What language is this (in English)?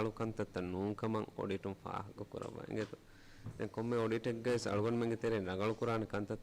Divehi